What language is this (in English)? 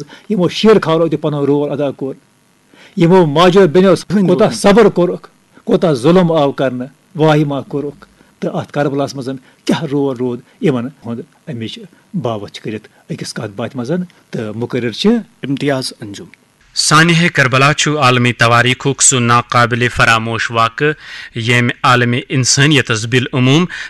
Kashmiri